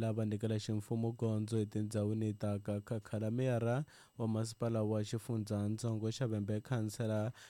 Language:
Tsonga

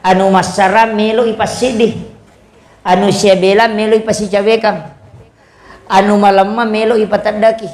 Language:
Buginese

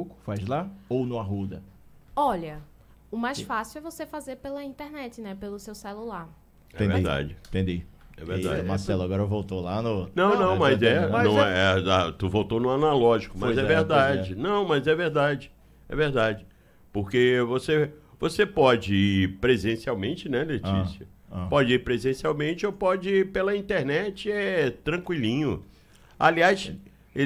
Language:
Portuguese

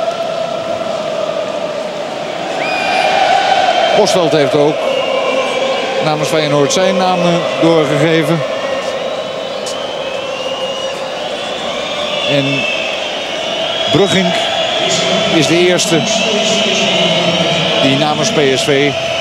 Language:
Dutch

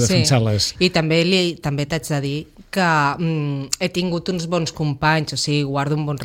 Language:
Catalan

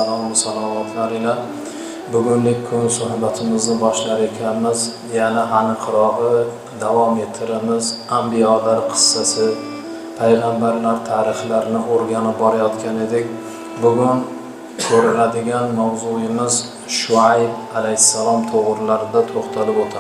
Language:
Uzbek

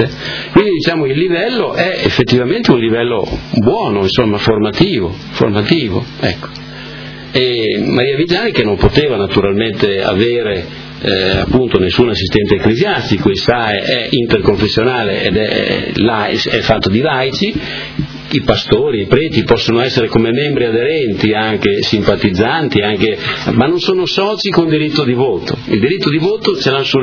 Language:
Italian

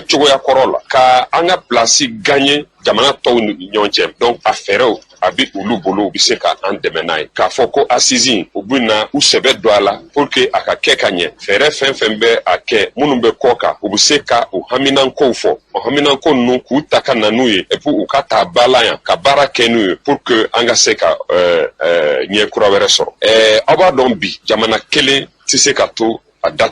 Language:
Bambara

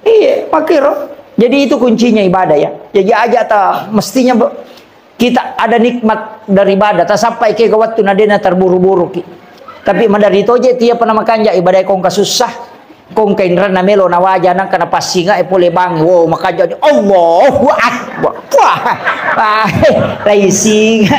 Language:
Buginese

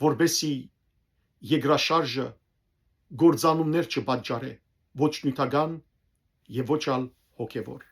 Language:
Western Armenian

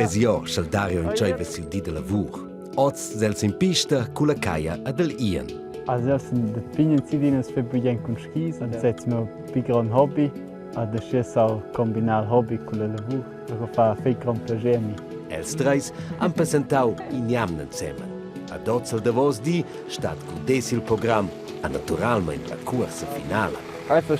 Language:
Romansh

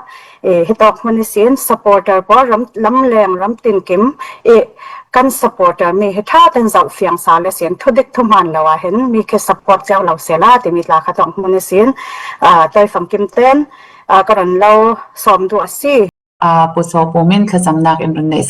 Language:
Falam Chin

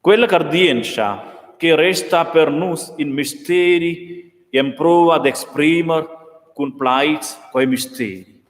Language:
Romansh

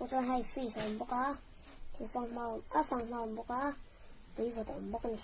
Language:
Mizo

